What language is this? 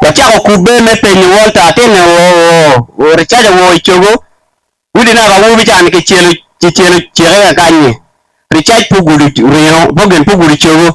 Acoli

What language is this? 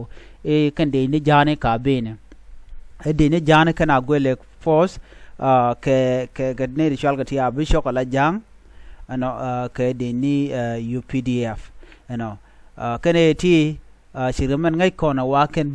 Nuer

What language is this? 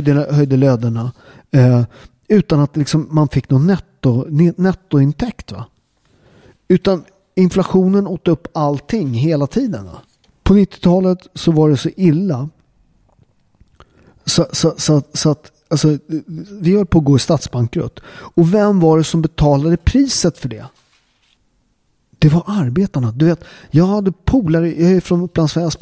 Swedish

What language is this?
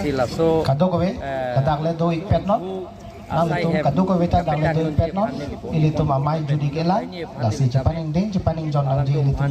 Karbi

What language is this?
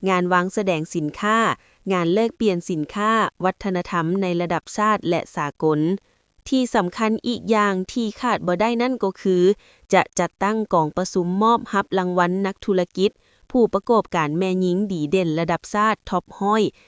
Lao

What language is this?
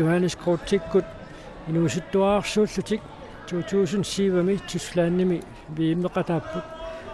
Kalaallisut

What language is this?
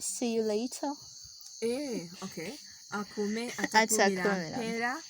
Ganda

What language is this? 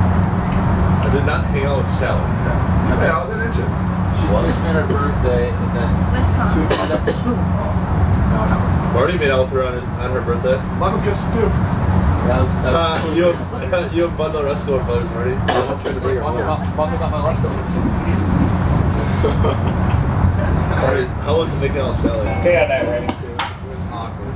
English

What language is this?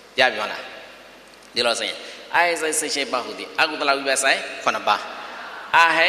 Burmese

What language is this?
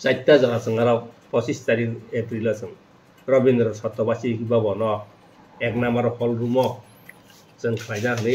Kok Borok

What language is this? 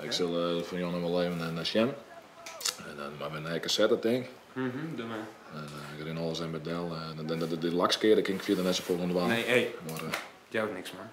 Western Frisian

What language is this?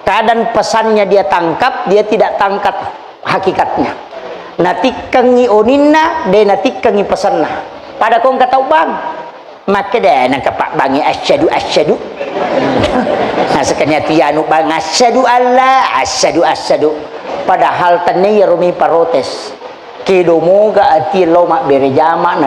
Buginese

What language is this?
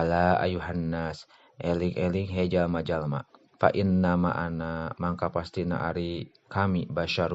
Sundanese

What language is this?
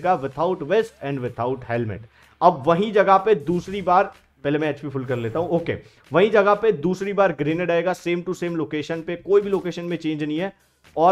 Hindi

